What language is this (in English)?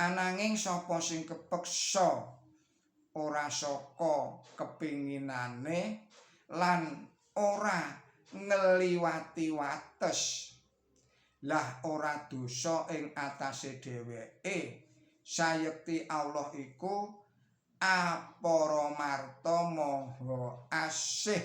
Javanese